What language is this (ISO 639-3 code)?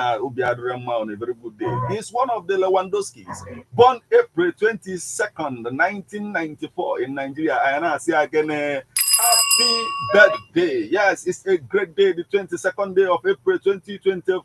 ibo